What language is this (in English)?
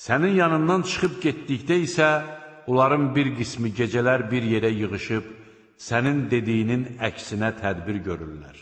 Azerbaijani